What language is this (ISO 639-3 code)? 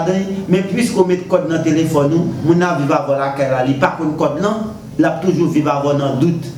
hat